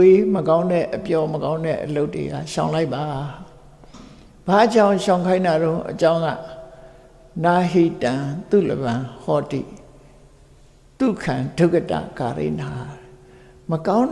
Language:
Burmese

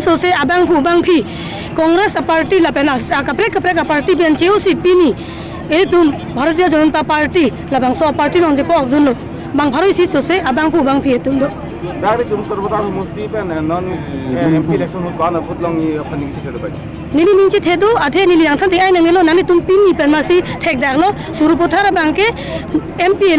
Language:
Karbi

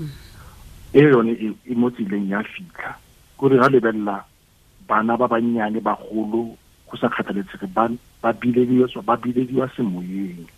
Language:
Tswana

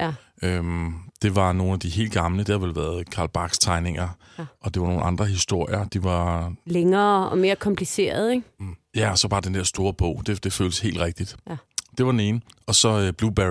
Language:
Danish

